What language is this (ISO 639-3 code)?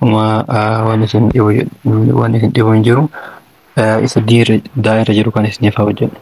orm